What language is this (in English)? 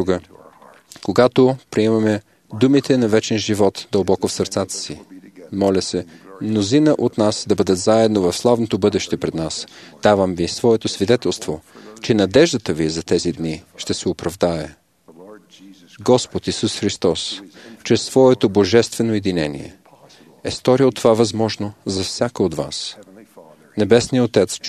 Bulgarian